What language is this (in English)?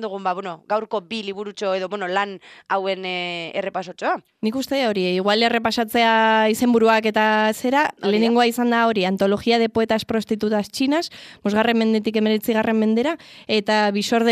Basque